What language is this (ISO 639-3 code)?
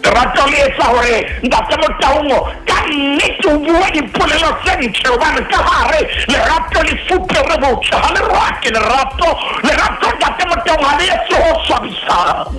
sot